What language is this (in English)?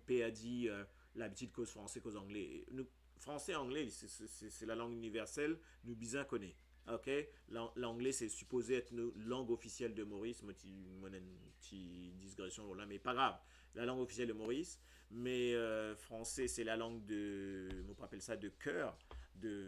Morisyen